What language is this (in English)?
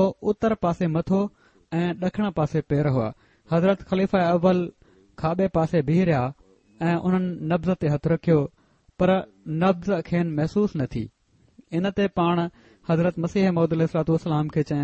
Sindhi